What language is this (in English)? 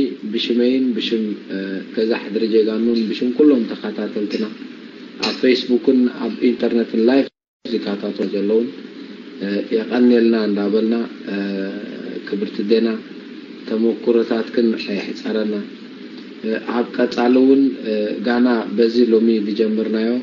Tigrinya